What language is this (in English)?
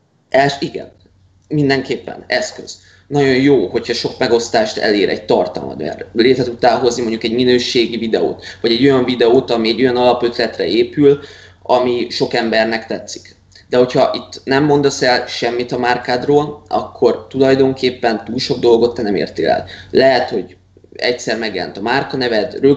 Hungarian